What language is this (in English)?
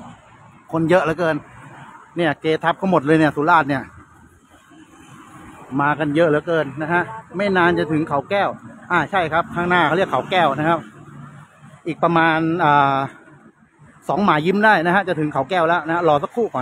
Thai